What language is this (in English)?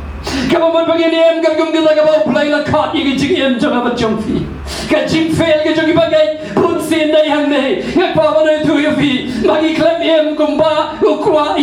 Khasi